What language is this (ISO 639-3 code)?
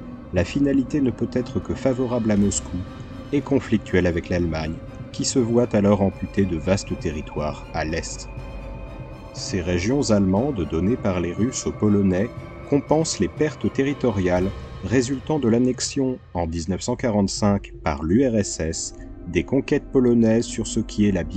fra